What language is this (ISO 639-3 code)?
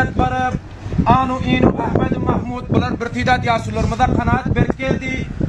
tuk